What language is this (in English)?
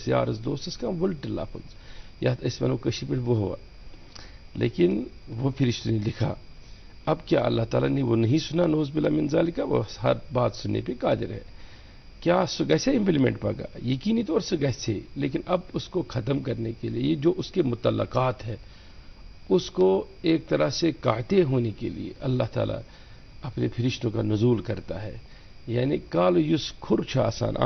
Kashmiri